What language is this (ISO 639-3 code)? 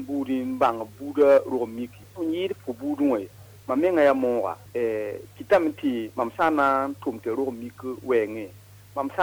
mos